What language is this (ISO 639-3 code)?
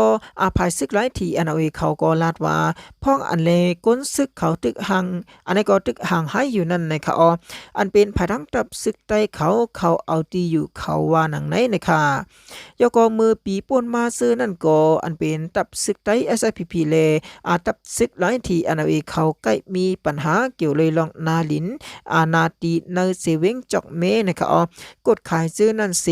shn